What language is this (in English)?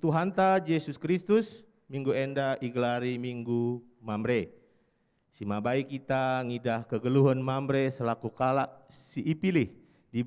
Batak Karo